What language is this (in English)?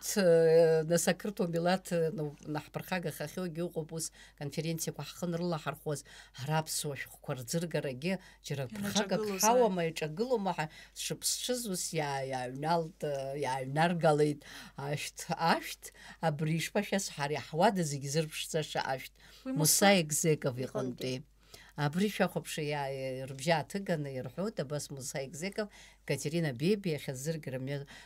Abkhazian